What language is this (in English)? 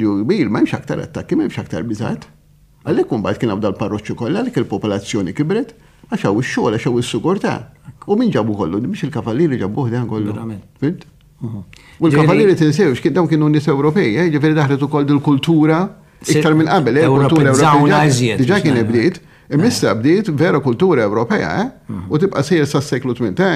Maltese